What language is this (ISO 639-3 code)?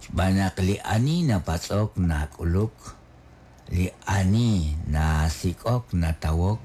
kek